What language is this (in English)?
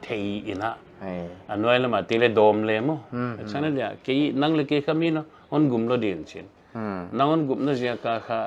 Paite Chin